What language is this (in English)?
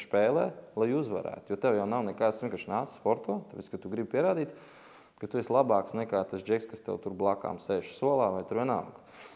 Latvian